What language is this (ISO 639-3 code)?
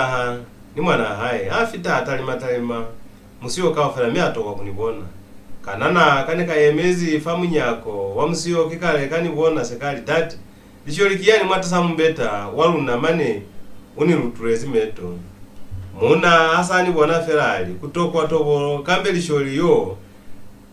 loz